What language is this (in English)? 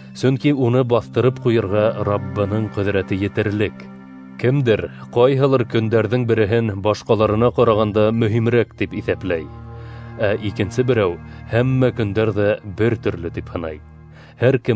Bashkir